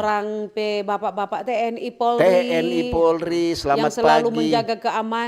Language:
Manado Malay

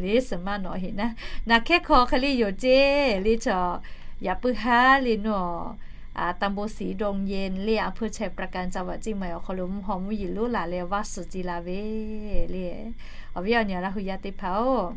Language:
Lahu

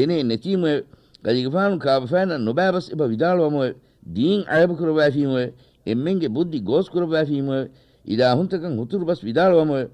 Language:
Divehi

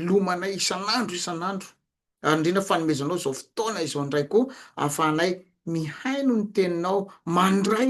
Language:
Malagasy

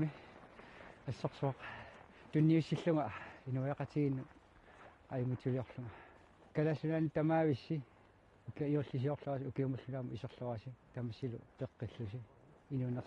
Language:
Kalaallisut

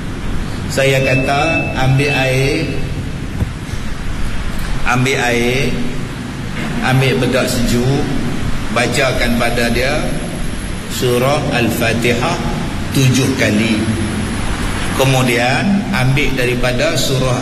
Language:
Malay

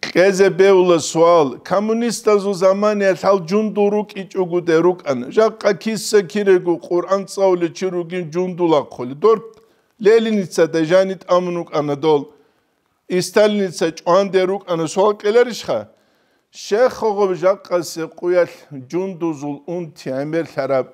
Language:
Avaric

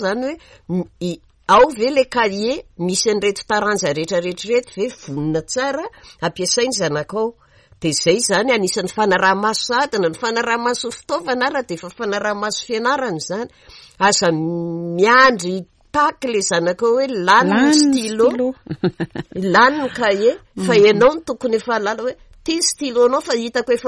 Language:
Malagasy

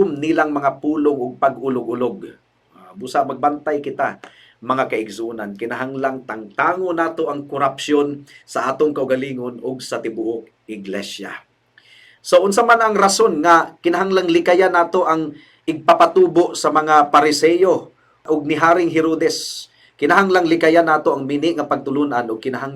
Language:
Cebuano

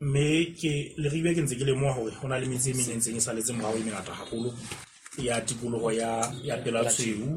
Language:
Southern Sotho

